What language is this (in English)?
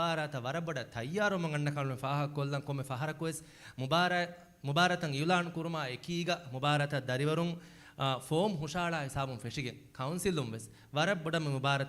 Divehi